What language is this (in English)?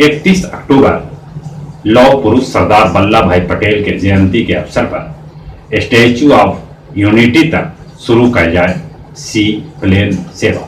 Magahi